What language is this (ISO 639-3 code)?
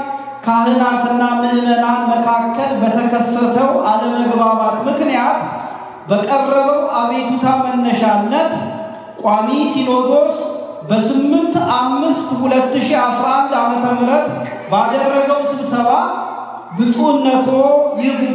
amh